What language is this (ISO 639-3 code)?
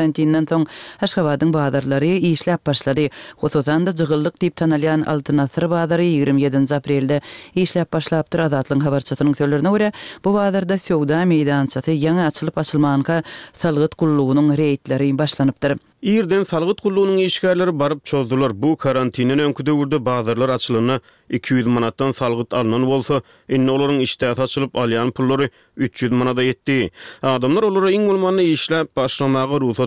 tuk